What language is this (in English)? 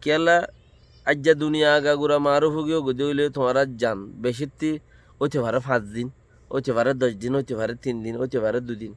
Rohingya